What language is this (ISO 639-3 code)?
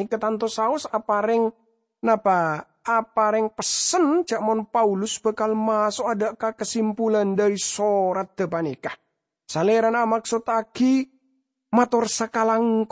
mad